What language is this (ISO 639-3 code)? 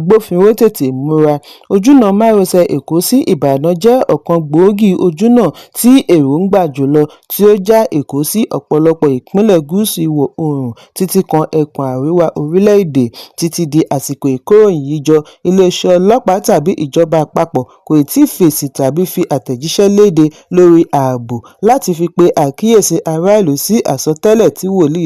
yor